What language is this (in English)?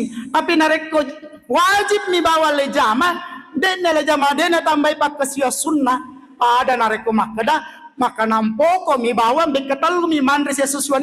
Buginese